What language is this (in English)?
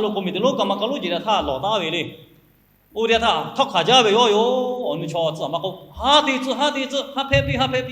Lahu